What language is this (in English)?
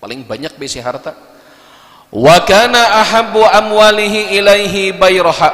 Banjar